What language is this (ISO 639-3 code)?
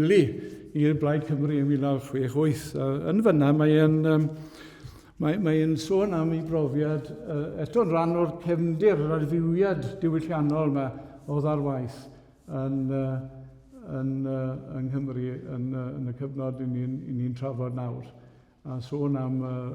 cym